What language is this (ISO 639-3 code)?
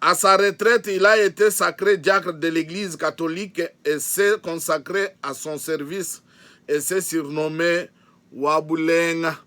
lua